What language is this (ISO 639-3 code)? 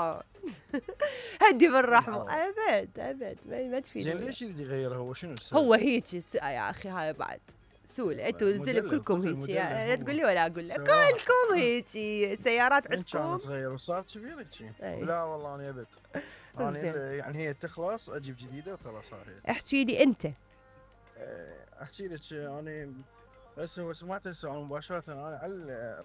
acm